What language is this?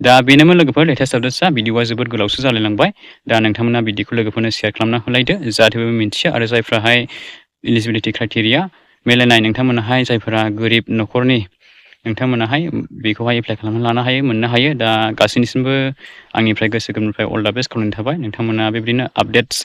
Bodo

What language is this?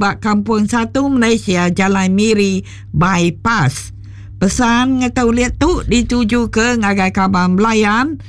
Iban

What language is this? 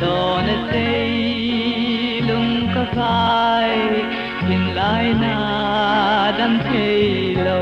Mizo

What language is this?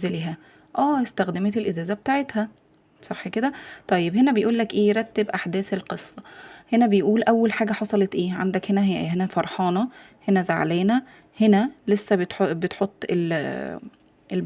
Egyptian Arabic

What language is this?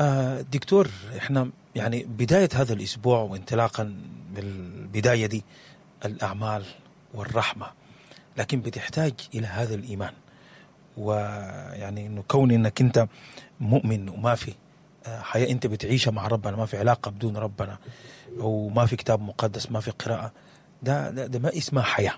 Sudanese Arabic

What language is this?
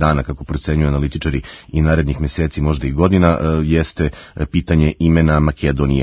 Serbian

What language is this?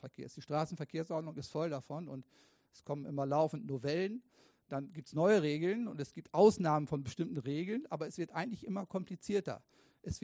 German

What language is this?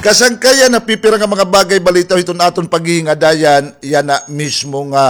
Waray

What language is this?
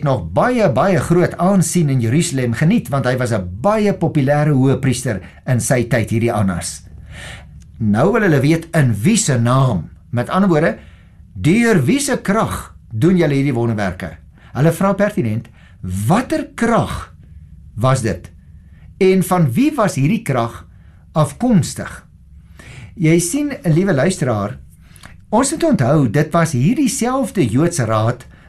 Afrikaans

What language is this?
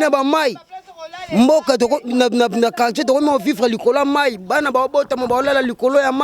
Lingala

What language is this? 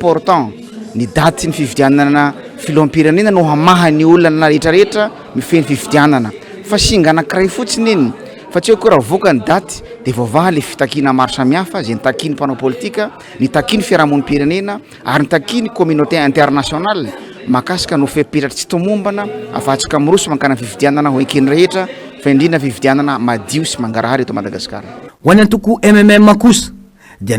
Malagasy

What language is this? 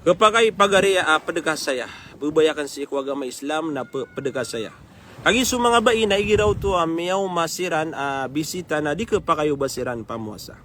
Maranao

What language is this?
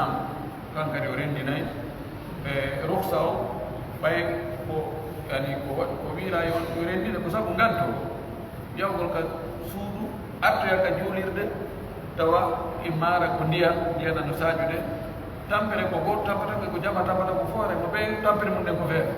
Pular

